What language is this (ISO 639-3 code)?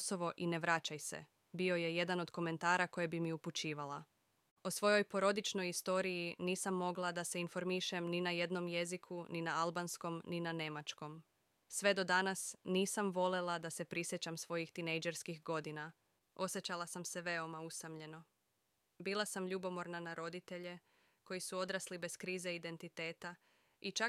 srp